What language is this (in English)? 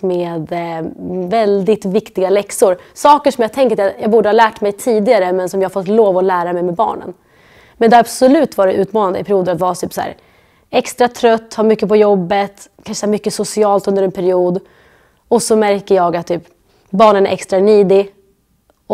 Swedish